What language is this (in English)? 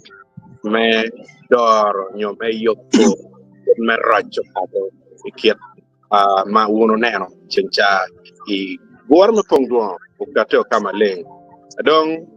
Acoli